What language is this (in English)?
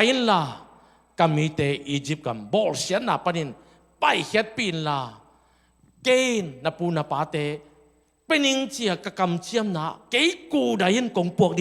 Tedim Chin